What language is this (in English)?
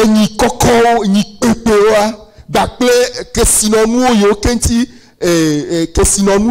Ewe